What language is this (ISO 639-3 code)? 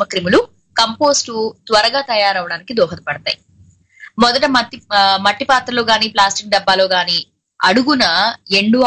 tel